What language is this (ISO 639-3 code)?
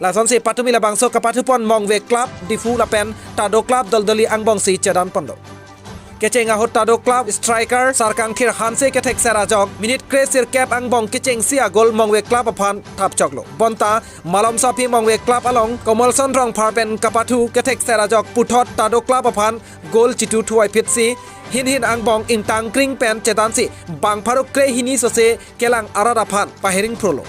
mjw